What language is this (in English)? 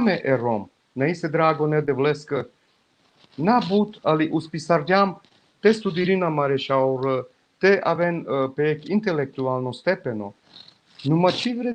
Balkan Romani